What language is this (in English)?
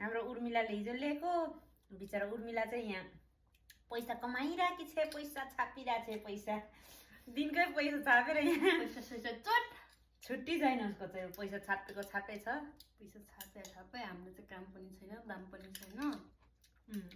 Nepali